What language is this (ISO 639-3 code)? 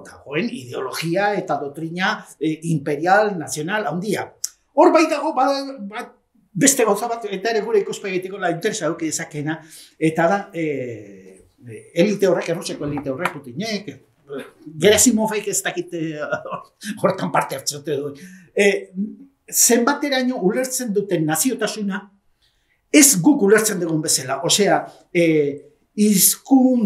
eus